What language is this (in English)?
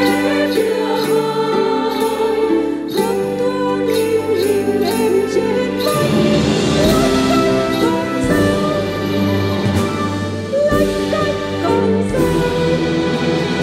Vietnamese